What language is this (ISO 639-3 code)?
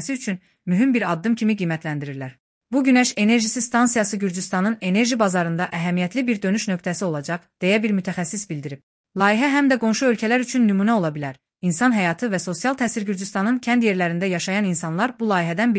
aze